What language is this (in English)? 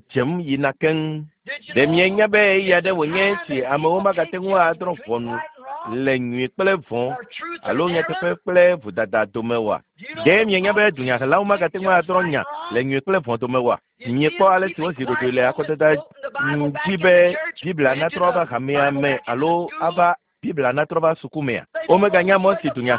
Ewe